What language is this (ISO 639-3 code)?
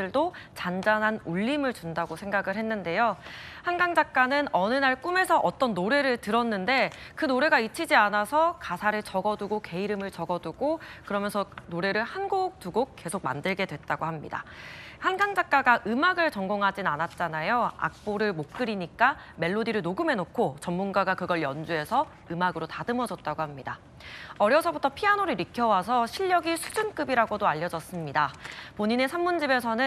kor